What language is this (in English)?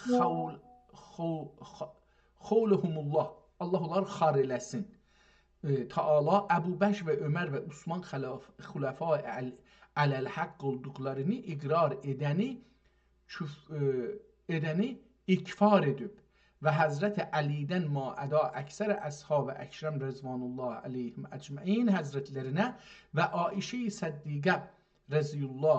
South Azerbaijani